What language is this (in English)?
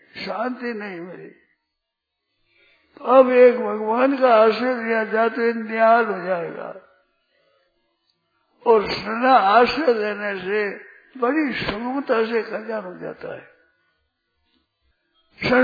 Hindi